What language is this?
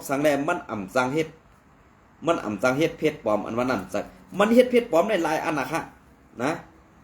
Shan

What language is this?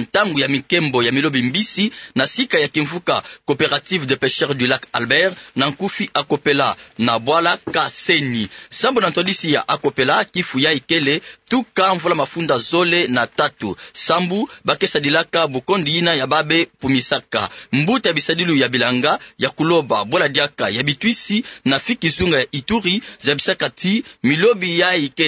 Kituba (Democratic Republic of Congo)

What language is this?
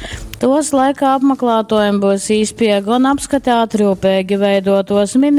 Latgalian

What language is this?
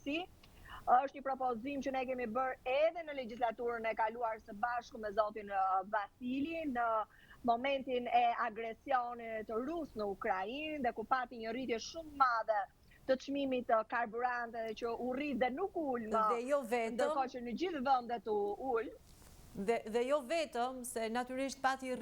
Albanian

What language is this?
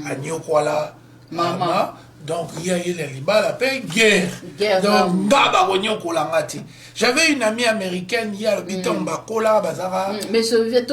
Lingala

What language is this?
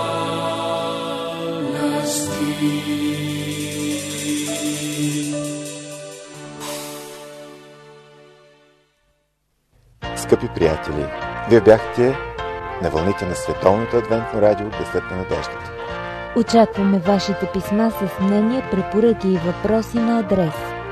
Bulgarian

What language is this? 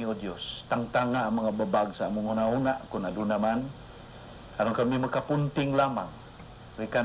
Cebuano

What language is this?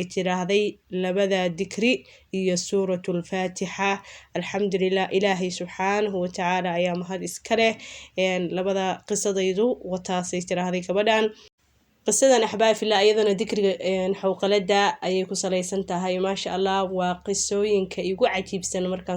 Somali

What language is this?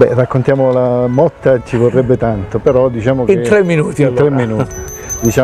Italian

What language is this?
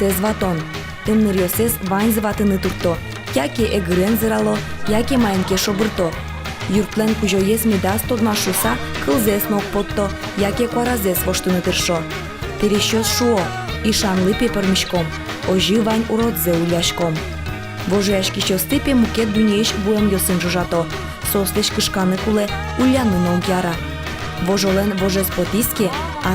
Udmurt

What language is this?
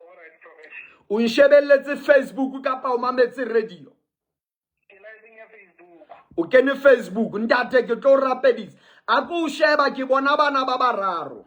Southern Sotho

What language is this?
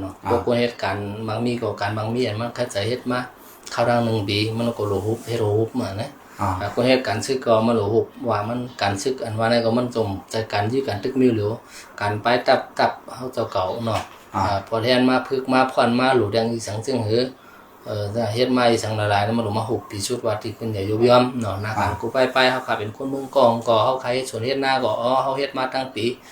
Shan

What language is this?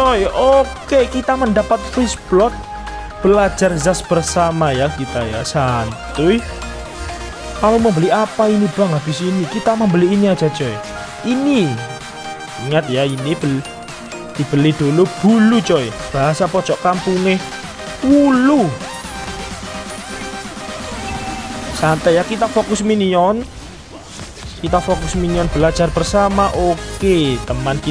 Indonesian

